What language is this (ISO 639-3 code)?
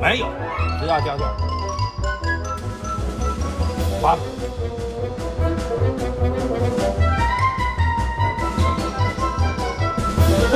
zho